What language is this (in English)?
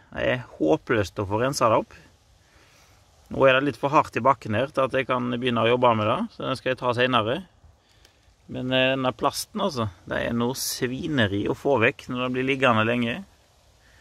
Norwegian